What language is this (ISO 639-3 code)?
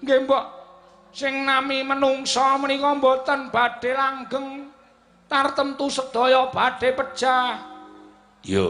jav